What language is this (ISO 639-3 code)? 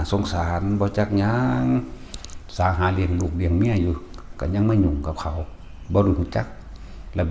tts